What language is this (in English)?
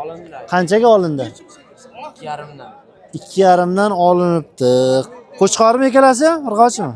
Uzbek